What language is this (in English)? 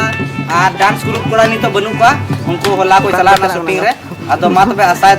Santali